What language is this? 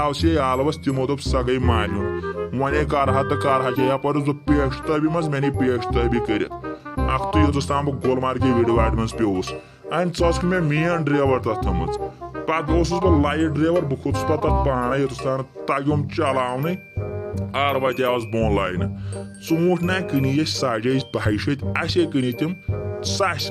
Kashmiri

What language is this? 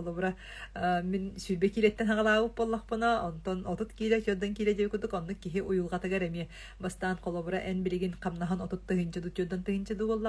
Yakut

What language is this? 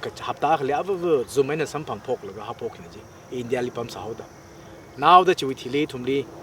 Tangkhul Naga (India)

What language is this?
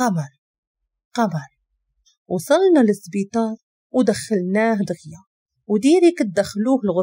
Moroccan Arabic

